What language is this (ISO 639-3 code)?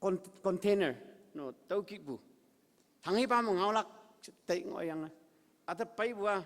nbe